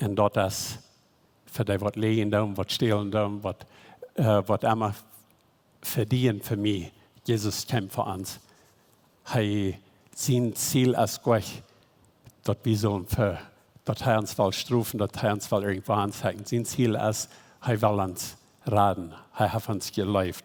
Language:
Plautdietsch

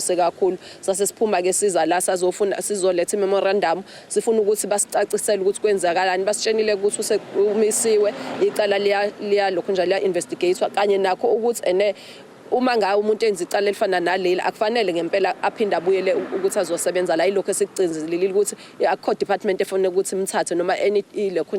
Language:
Zulu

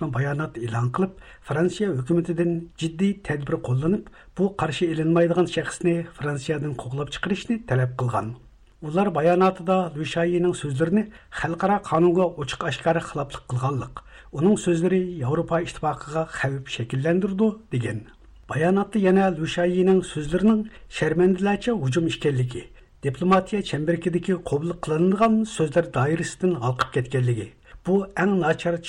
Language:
Uyghur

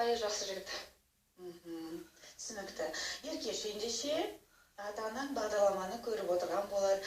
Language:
Kazakh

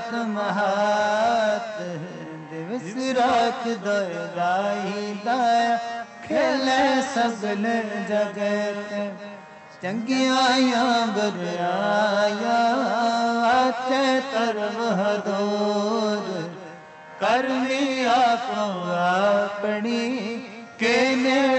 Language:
Punjabi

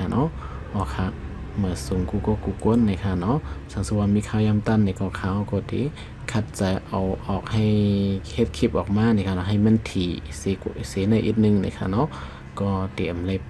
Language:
Shan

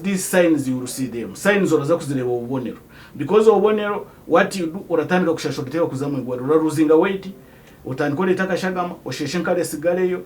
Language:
Nyankole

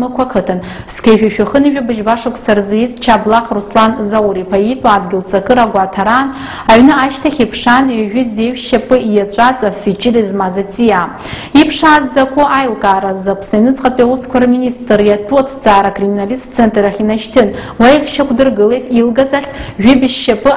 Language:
Abkhazian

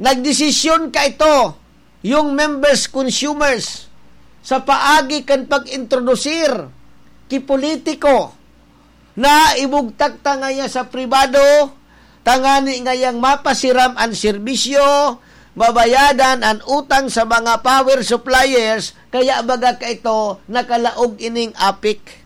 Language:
Bikol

